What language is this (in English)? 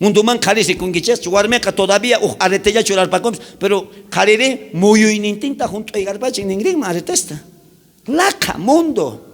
South Bolivian Quechua